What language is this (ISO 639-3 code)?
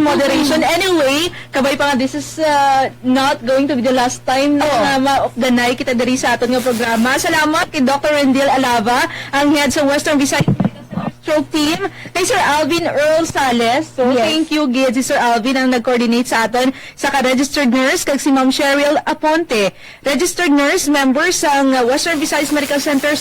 hil